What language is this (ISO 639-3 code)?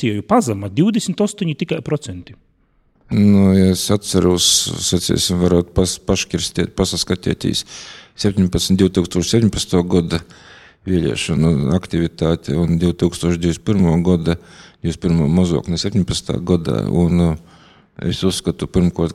lav